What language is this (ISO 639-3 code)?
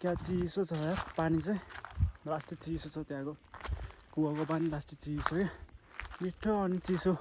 nep